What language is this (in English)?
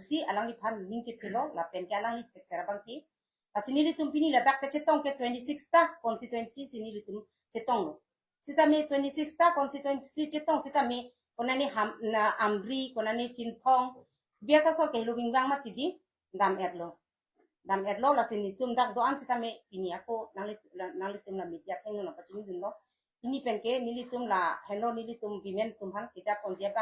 Karbi